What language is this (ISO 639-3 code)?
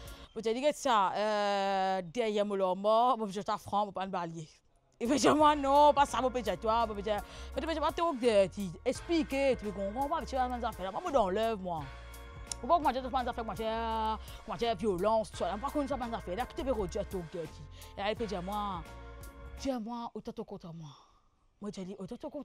mfe